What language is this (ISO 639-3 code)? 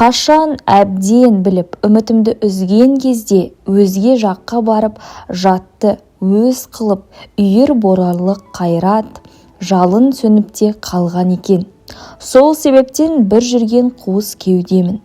kaz